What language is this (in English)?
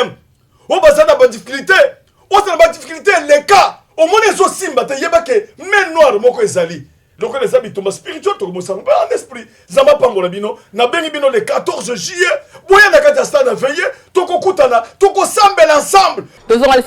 Lingala